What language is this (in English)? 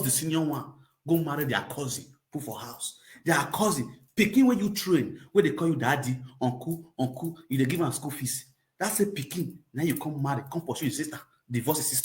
Nigerian Pidgin